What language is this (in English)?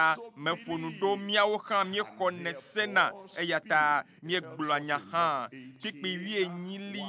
Ewe